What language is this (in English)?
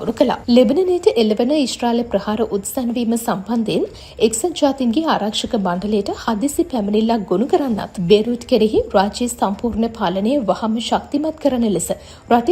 Sinhala